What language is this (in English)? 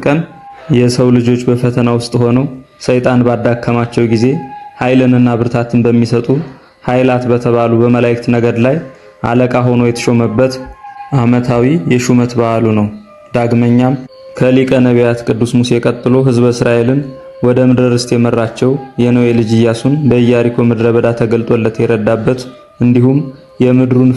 Amharic